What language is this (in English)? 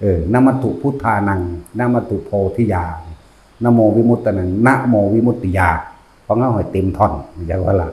Northeastern Thai